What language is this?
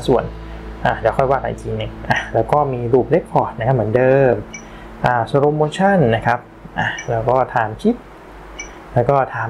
Thai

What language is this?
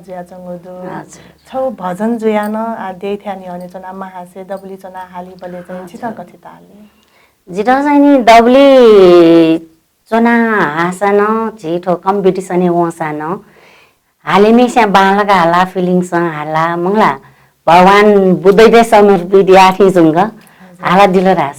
Newari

